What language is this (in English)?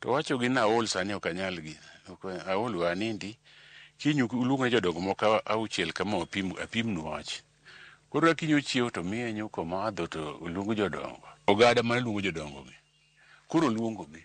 Luo (Kenya and Tanzania)